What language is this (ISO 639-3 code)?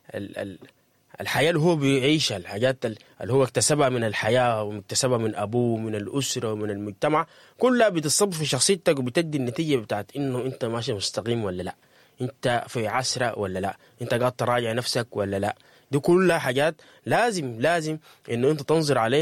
apd